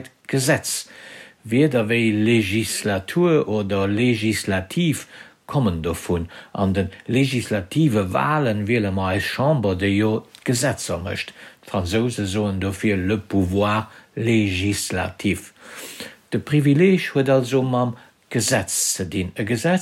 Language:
Luxembourgish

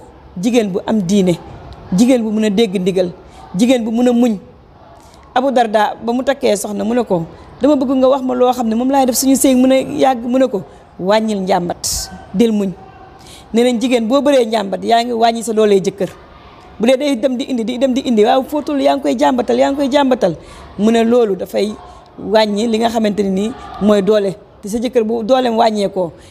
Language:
Wolof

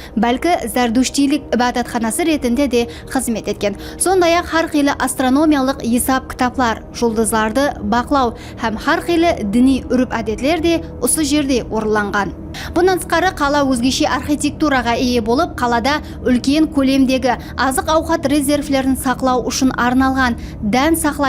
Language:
Kara-Kalpak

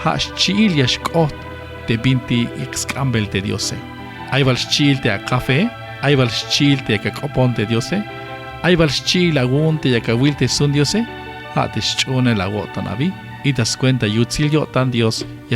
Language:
Tzeltal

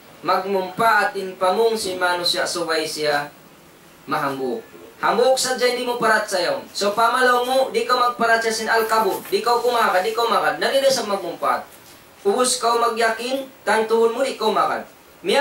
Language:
Tausug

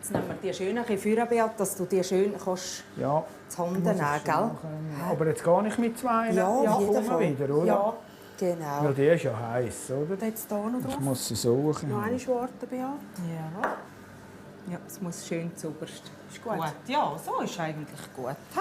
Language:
Swiss German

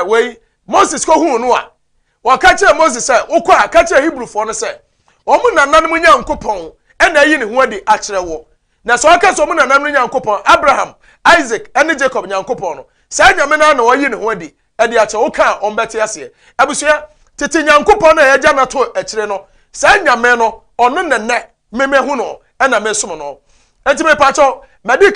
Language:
Akan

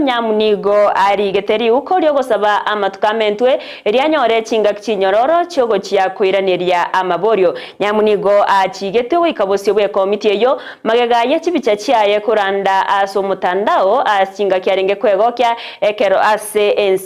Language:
Gusii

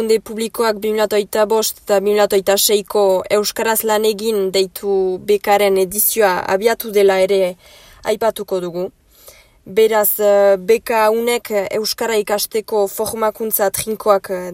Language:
Basque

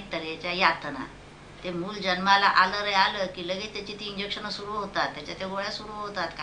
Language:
Marathi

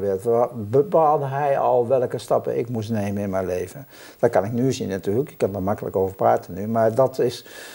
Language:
Dutch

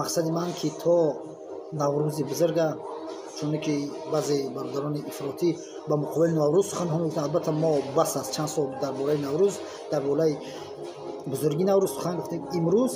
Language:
Tajik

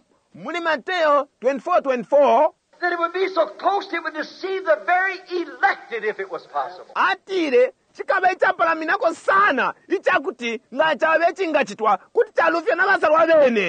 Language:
Bemba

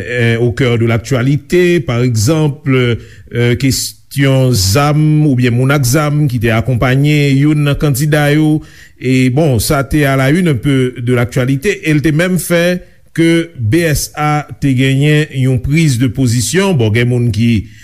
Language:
Haitian Creole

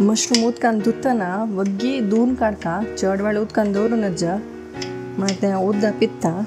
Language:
Konkani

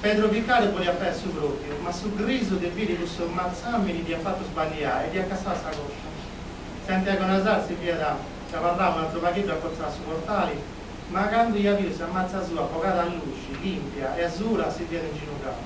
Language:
Sardinian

